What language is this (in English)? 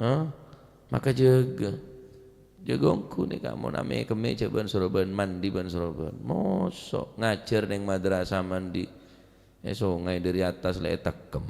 Madurese